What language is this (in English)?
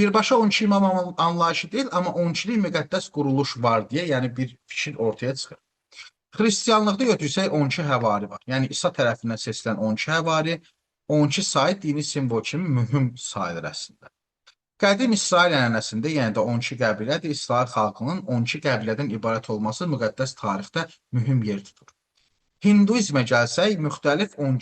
Azerbaijani